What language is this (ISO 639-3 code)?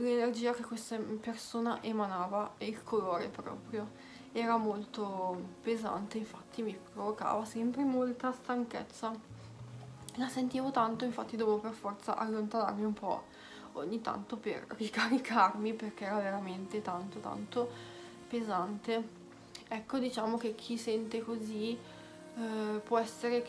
ita